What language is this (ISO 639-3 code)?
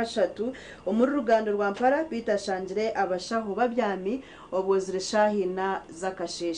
nyn